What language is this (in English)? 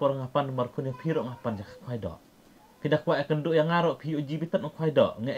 Khasi